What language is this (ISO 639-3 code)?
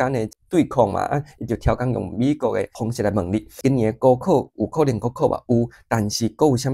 nan